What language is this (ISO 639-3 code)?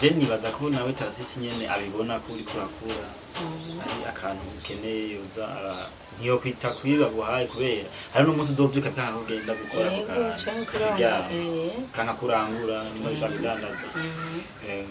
run